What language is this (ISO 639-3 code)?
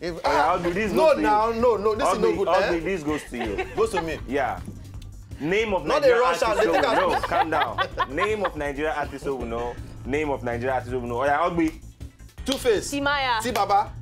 pcm